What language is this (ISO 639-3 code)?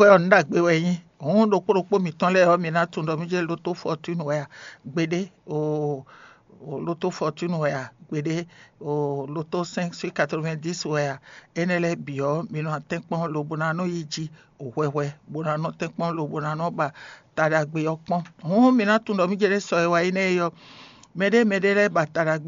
fon